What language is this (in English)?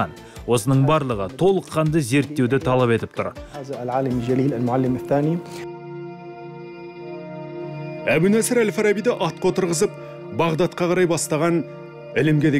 Kazakh